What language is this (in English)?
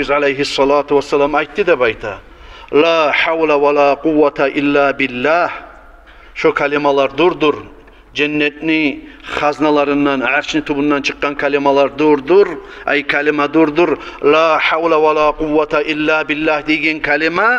Kumyk